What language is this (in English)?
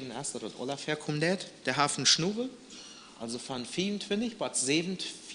Plautdietsch